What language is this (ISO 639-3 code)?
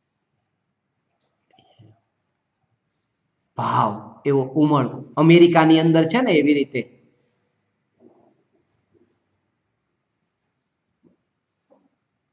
guj